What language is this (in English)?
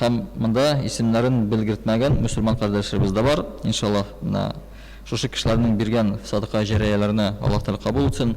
Tatar